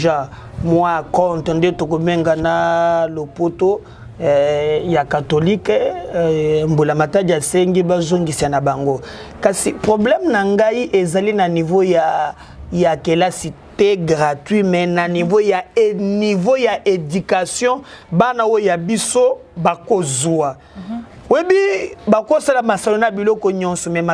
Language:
Lingala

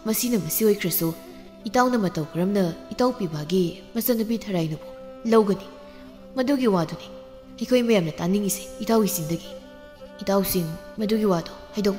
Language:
Manipuri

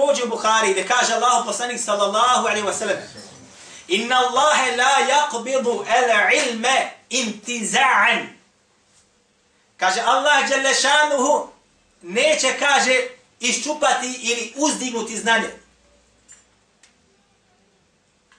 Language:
Bosnian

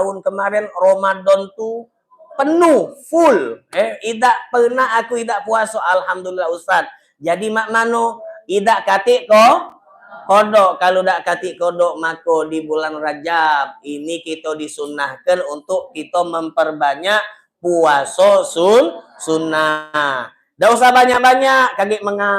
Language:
Musi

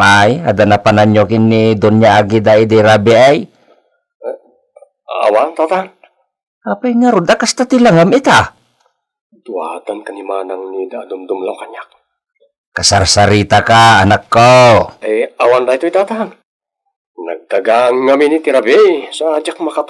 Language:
Iloko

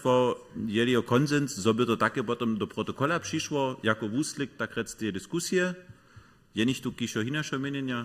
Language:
Upper Sorbian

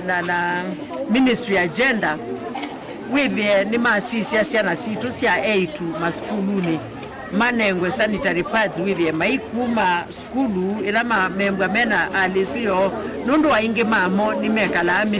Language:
Kamba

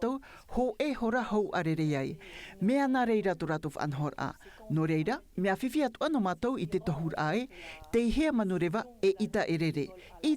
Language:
Tahitian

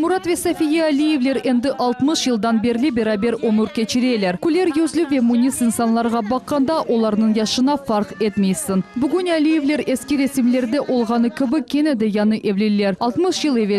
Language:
Crimean Tatar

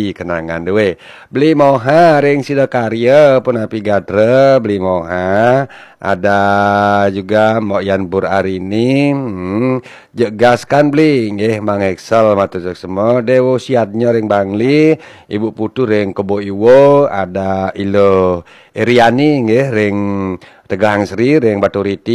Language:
Balinese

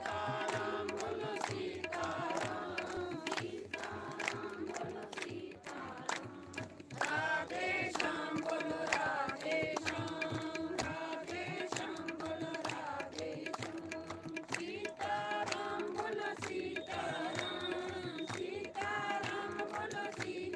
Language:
Dogri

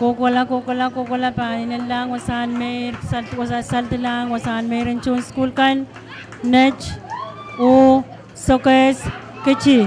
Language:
Pohnpeian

